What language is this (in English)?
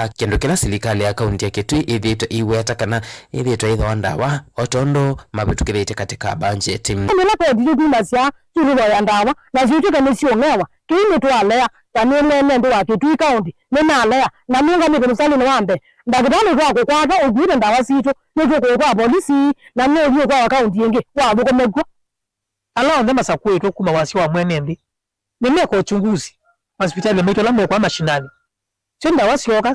Kamba